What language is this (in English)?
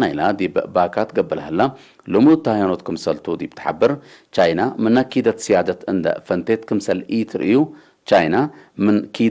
Tigre